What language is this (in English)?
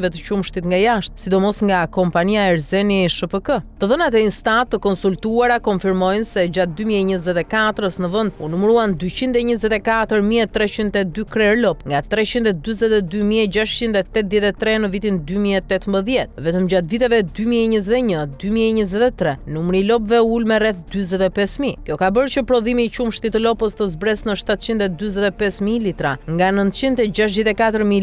Albanian